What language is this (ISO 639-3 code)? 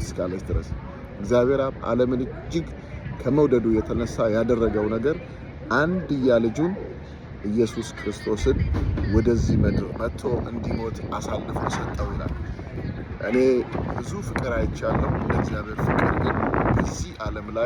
amh